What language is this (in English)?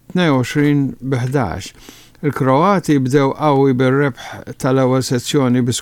Maltese